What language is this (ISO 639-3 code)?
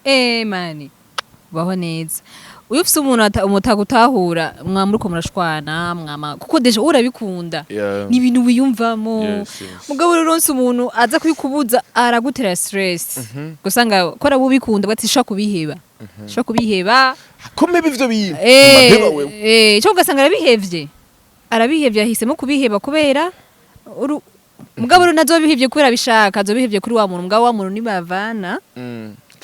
run